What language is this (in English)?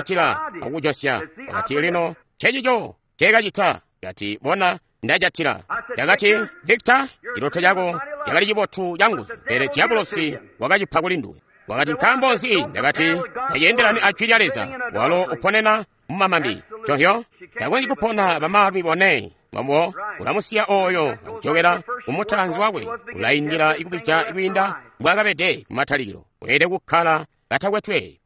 Tonga (Zambia)